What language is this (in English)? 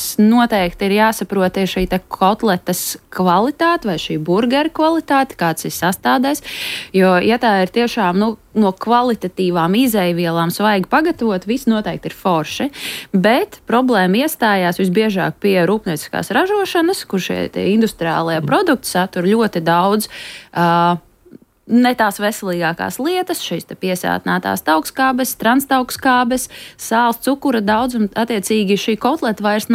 Latvian